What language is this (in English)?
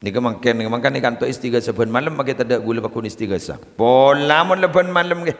Madurese